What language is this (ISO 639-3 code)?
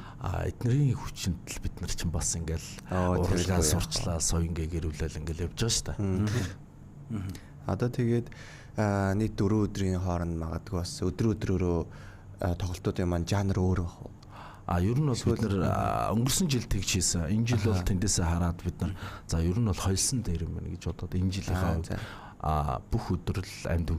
mon